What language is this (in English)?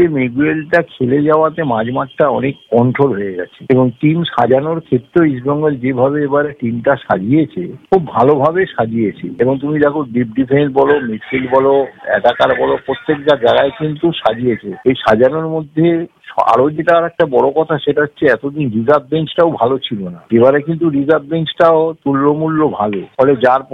Bangla